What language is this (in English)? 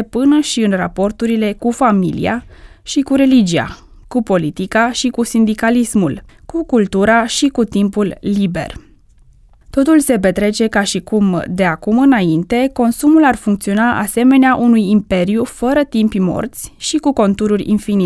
Romanian